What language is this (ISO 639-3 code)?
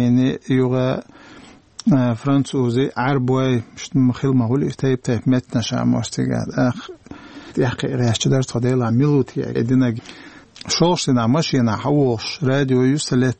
che